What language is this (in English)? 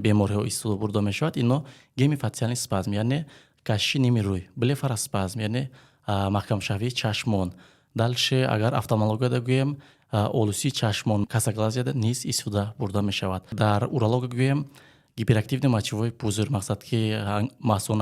Tajik